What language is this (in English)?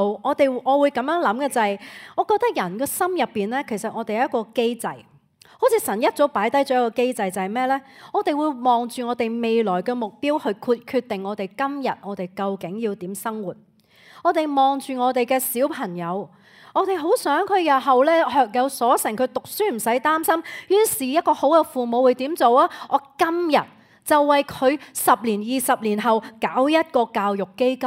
Cantonese